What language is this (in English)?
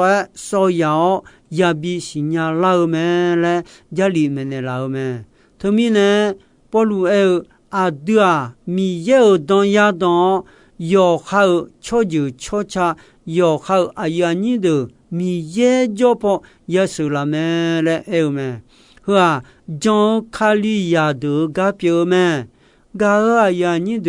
Akha